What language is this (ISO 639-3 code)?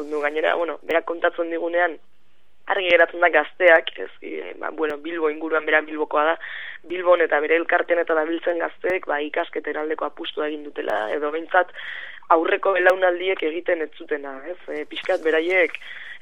eus